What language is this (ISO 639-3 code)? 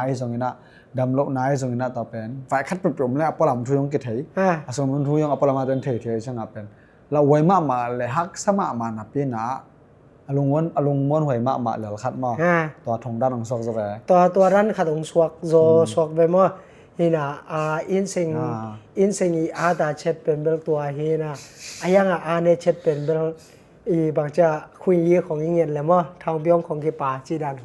ctd